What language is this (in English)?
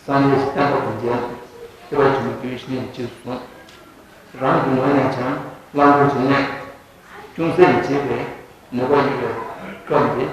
Tibetan